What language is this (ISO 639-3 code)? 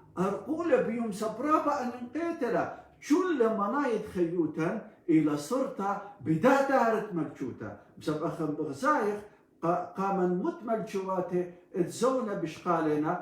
aii